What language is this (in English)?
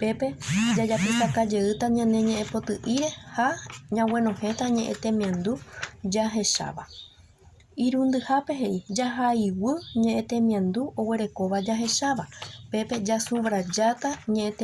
Guarani